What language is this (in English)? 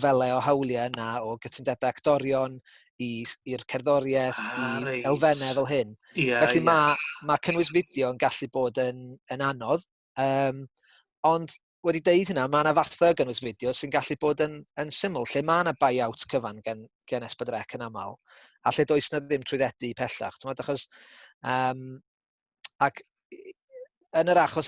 Welsh